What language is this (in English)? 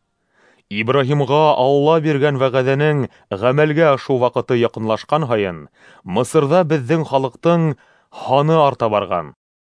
Bashkir